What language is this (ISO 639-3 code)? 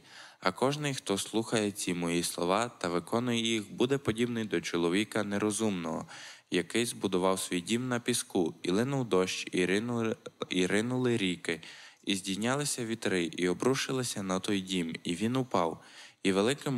ukr